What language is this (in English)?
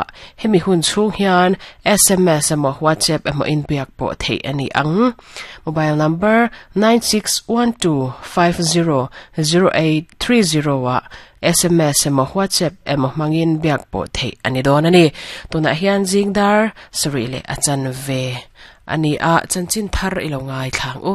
Mizo